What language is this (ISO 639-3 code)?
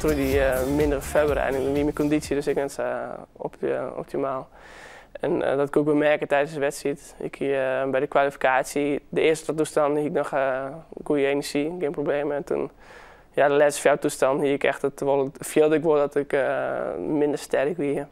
fry